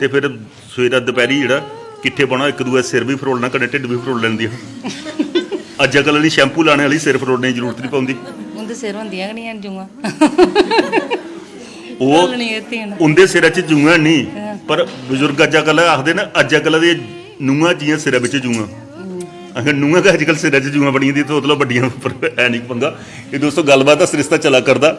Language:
Dogri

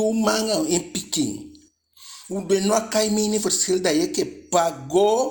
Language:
Eastern Maroon Creole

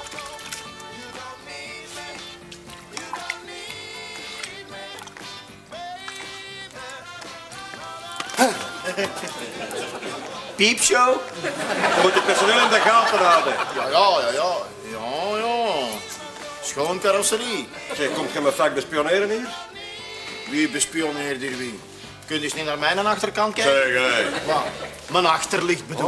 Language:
Dutch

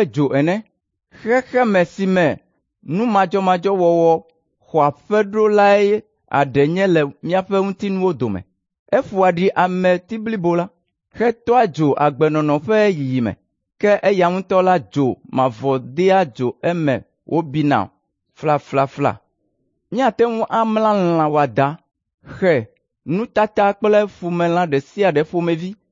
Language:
Ewe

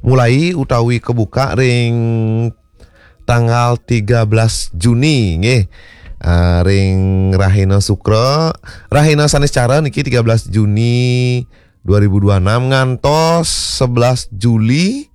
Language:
Balinese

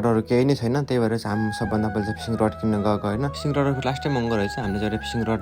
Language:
Nepali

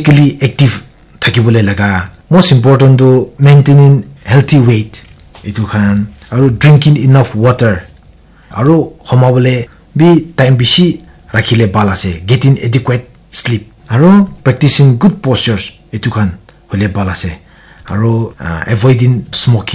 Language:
Naga Pidgin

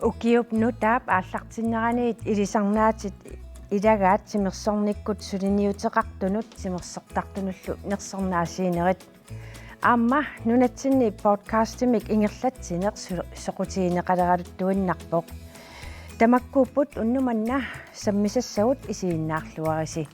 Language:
Kalaallisut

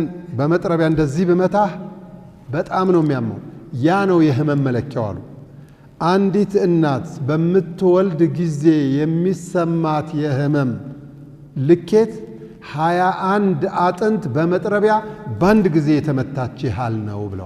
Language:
Amharic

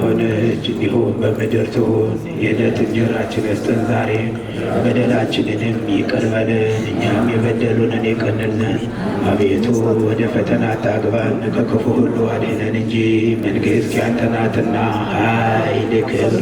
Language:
Amharic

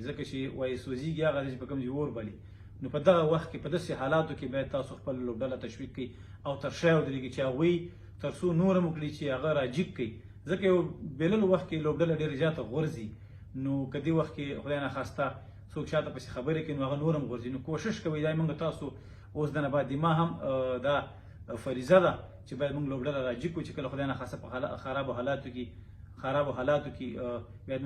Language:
Pashto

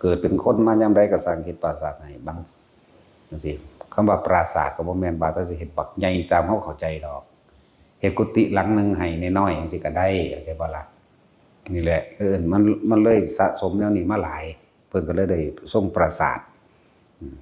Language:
Lao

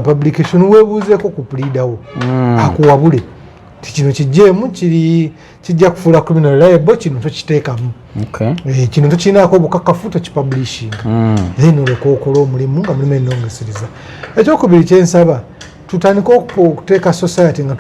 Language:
Ganda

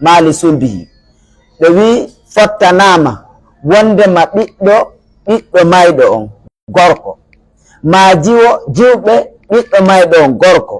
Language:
Pular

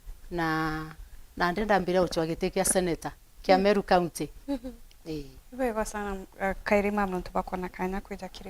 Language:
Meru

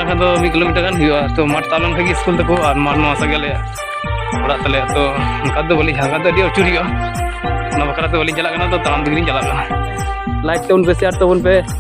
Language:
Santali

